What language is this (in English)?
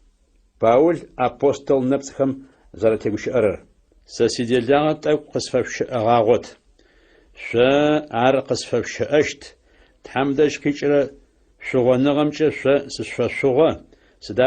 Adyghe